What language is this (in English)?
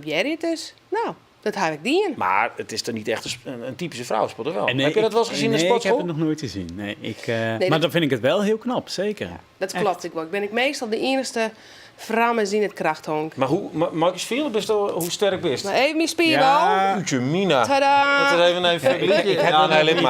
Western Frisian